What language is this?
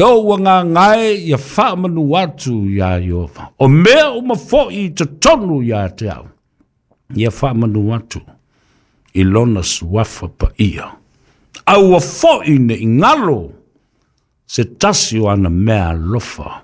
Samoan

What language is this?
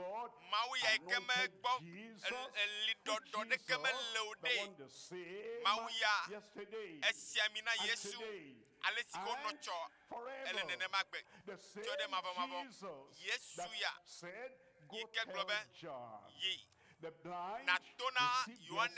Ewe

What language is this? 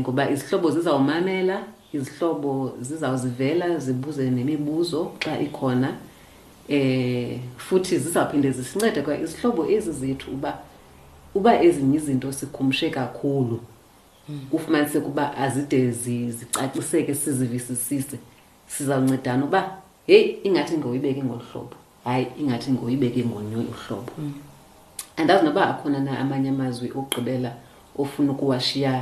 Xhosa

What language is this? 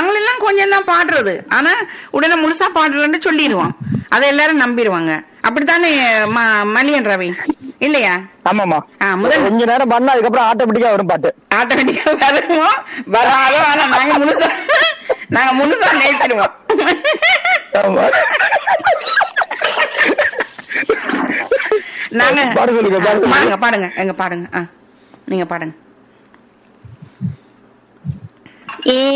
Tamil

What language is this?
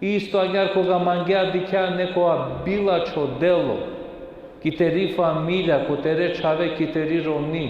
Balkan Romani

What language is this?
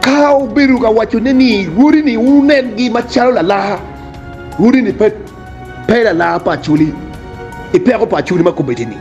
Acoli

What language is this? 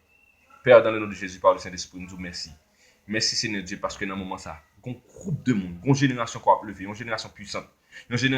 Haitian Creole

